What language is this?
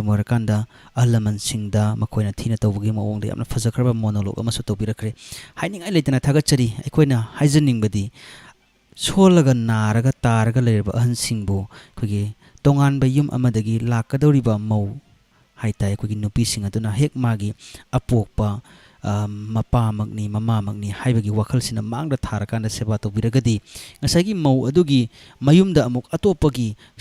Manipuri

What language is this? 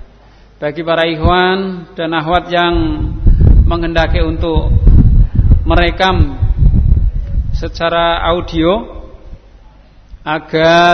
Indonesian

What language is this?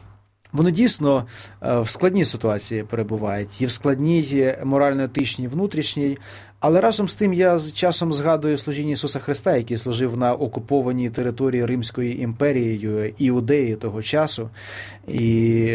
Ukrainian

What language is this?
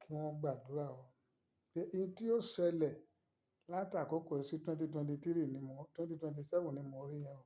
Yoruba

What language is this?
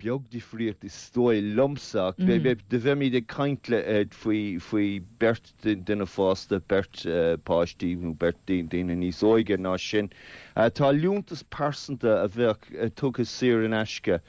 Irish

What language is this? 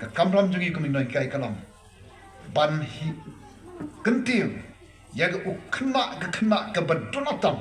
Khasi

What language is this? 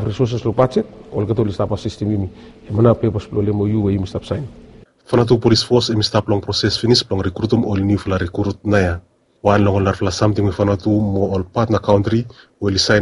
Bislama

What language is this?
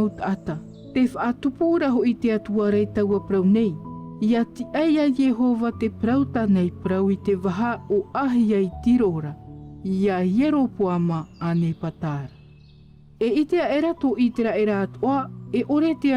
Tahitian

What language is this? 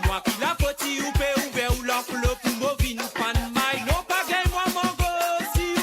Morisyen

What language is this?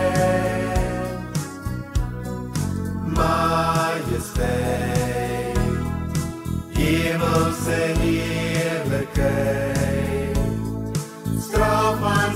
Afrikaans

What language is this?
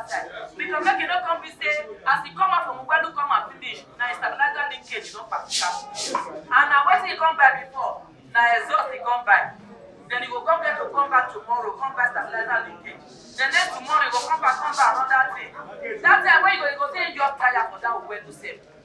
Nigerian Pidgin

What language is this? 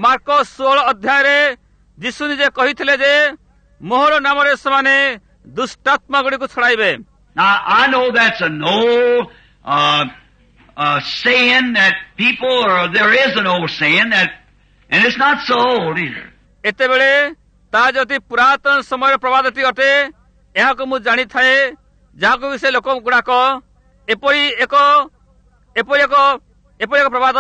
Odia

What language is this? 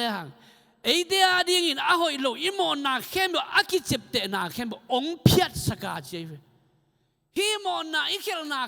Tedim Chin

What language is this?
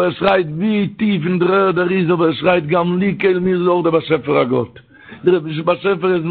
Yiddish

